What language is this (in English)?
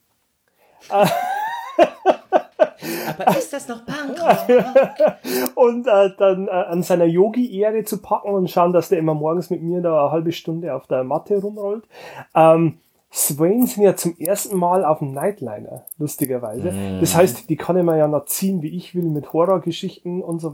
German